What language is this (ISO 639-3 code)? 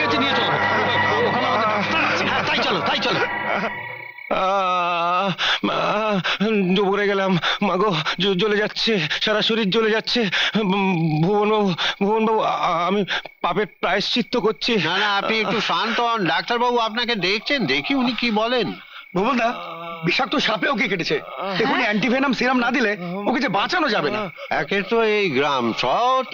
ben